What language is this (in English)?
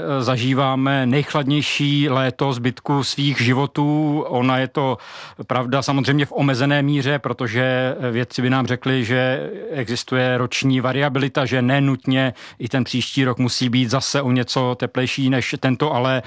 Czech